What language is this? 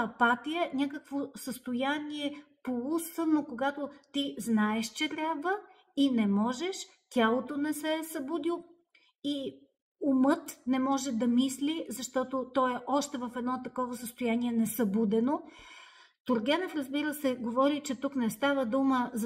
Bulgarian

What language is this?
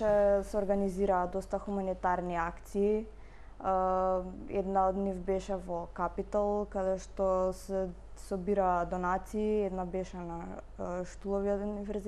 Macedonian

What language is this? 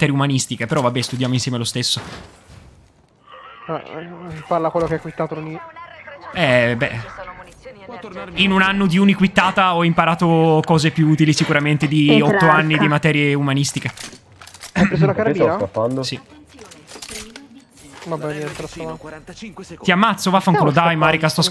Italian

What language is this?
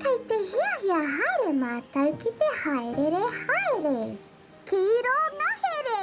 Māori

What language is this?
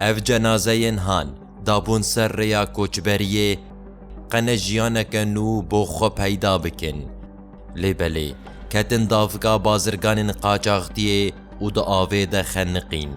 Kurdish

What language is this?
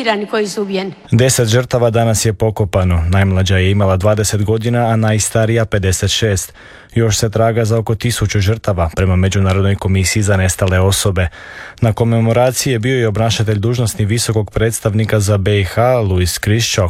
Croatian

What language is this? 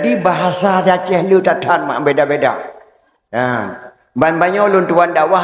Achinese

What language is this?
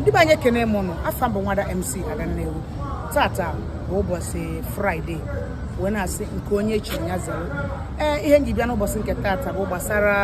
Igbo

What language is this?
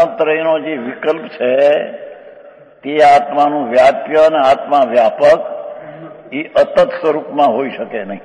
Gujarati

